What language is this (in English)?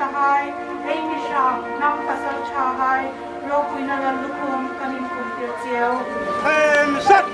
Hmar